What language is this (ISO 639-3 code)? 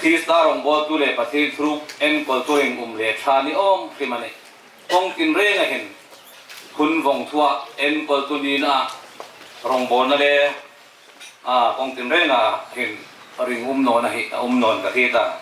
hmr